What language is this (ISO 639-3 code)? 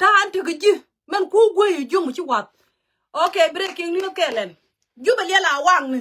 nus